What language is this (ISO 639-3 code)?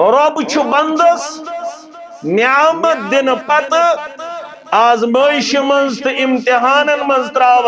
kas